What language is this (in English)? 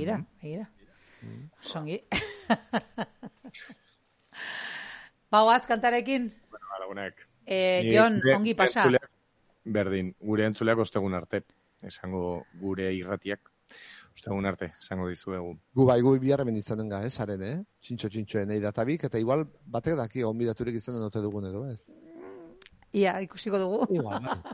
Basque